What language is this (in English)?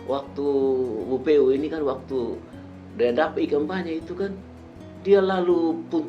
Kupang Malay